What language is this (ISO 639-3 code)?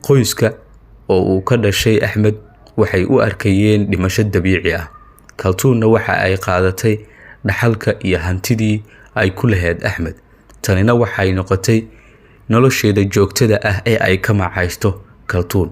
som